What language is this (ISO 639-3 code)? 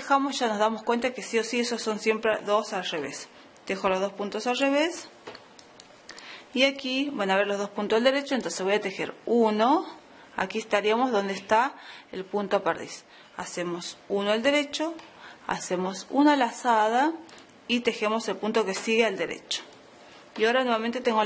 spa